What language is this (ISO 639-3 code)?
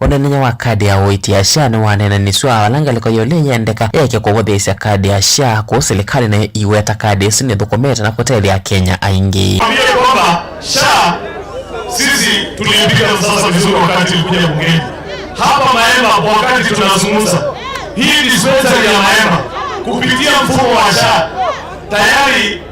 kam